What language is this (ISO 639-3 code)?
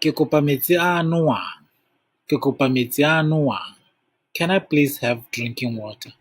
tsn